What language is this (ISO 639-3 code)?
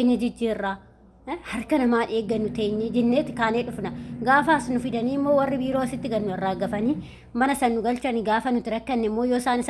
orm